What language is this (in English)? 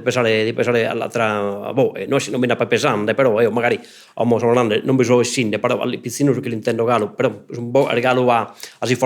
Sardinian